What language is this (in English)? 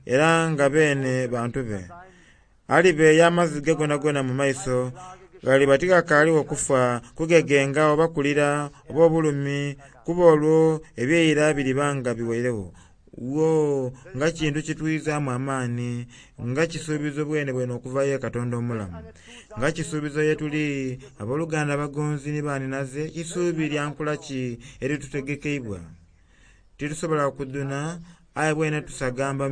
Soga